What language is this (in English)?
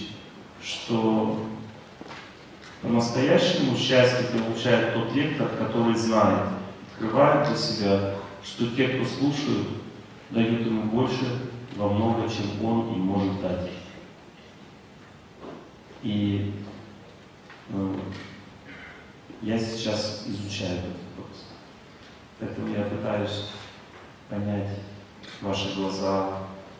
Russian